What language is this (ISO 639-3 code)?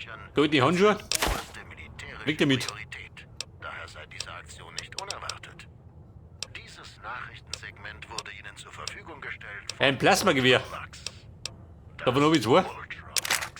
bar